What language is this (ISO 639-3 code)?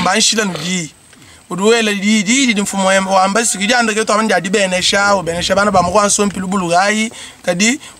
lua